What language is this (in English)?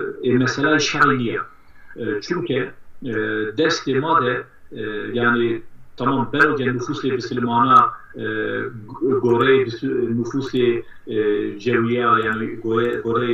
Zaza